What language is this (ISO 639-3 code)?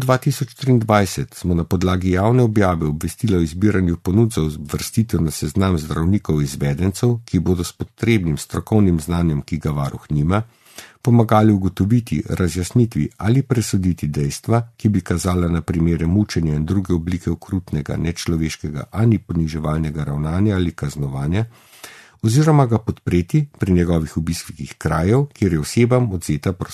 slv